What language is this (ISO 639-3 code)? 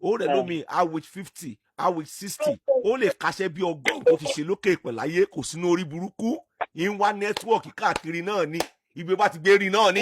yor